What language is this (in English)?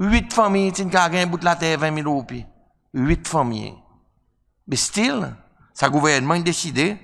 Seselwa Creole French